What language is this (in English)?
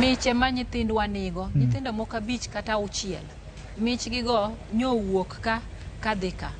Luo (Kenya and Tanzania)